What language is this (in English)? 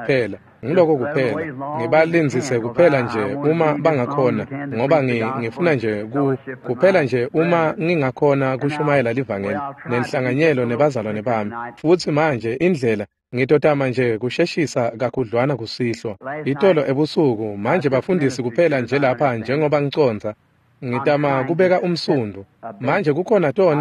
Swati